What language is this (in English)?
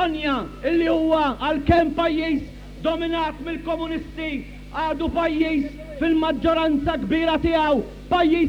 Maltese